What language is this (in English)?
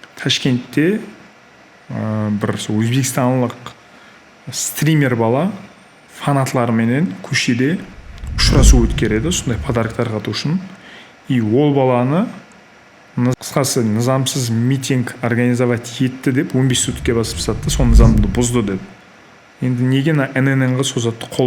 Kara-Kalpak